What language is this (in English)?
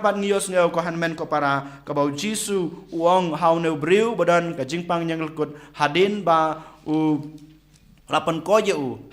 Khasi